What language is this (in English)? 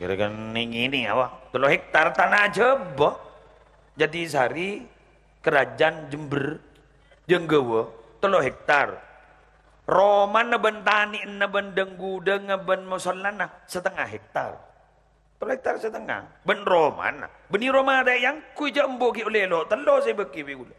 Madurese